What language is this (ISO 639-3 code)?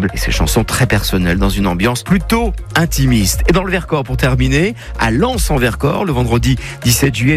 fra